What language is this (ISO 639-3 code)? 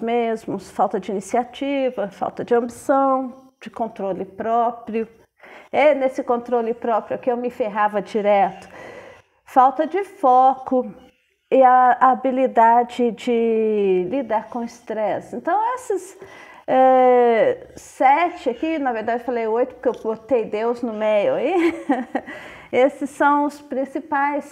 por